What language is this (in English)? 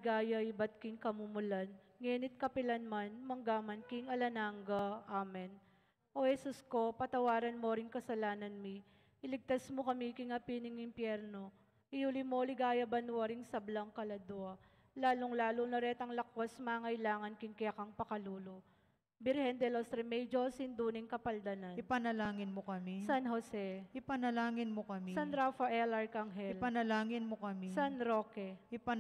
Pampanga